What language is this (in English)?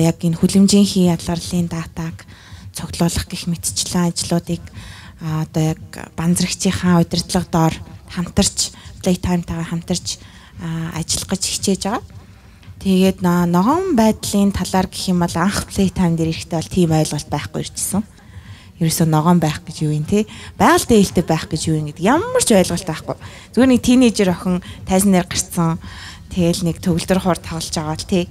Mongolian